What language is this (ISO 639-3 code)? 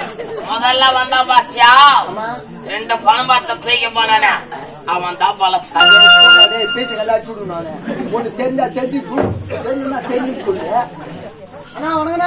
tam